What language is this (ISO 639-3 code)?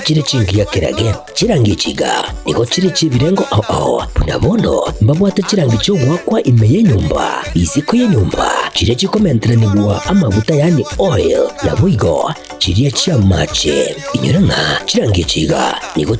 guz